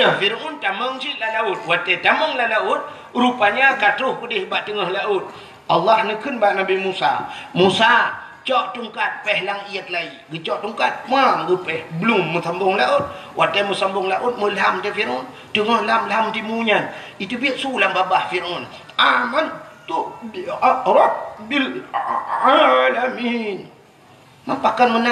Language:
Achinese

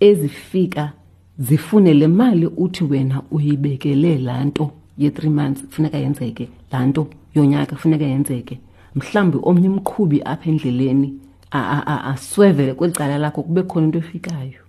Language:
Xhosa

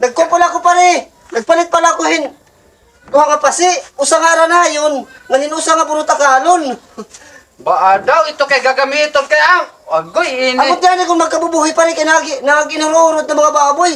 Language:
Waray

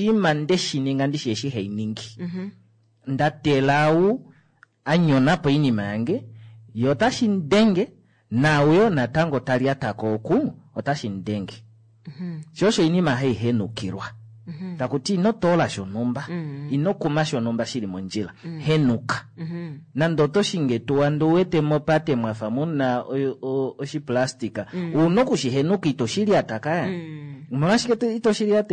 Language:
Kuanyama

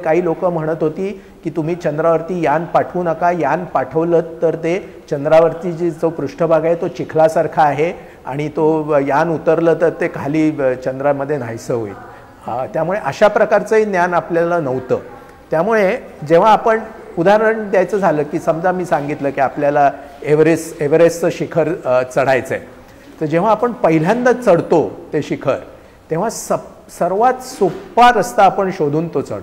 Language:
Marathi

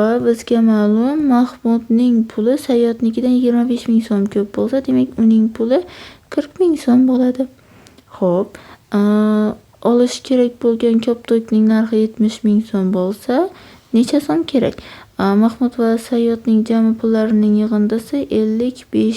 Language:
Uzbek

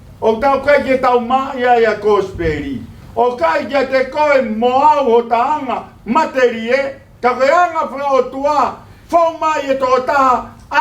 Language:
Tongan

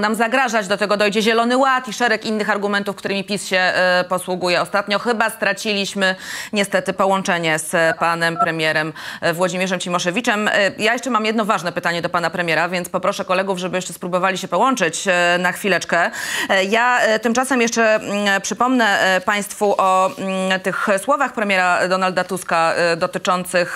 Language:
Polish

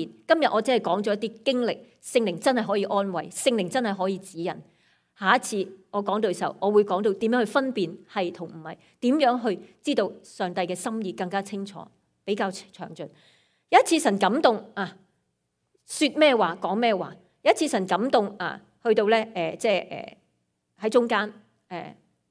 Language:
Cantonese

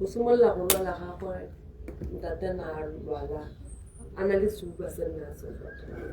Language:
Tswana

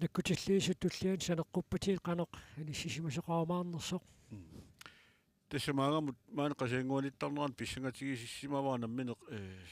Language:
Kalaallisut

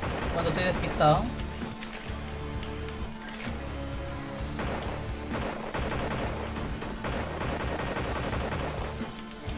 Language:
Spanish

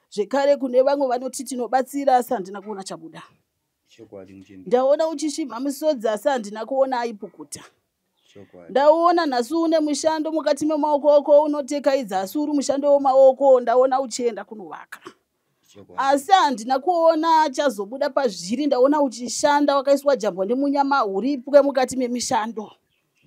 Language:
Shona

